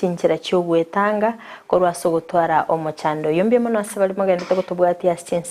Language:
Gusii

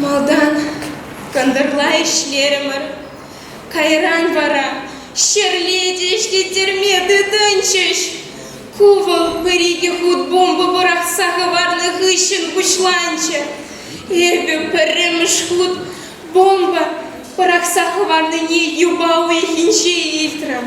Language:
Chuvash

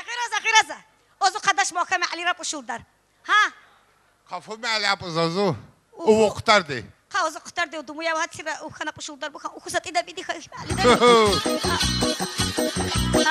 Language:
Tabassaran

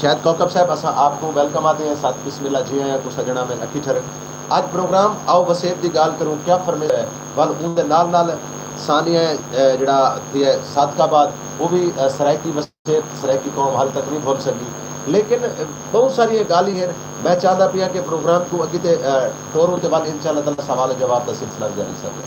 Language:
Saraiki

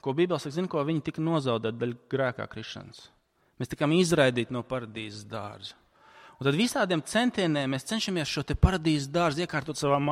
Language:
Latvian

